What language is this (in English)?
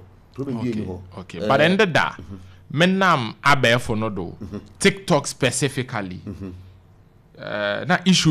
Akan